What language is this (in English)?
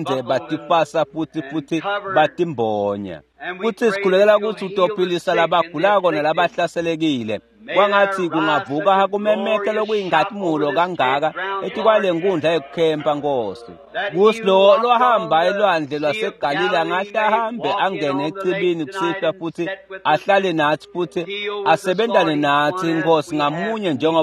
Swati